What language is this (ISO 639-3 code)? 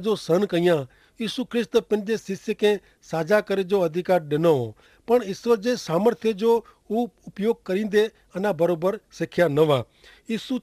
kfr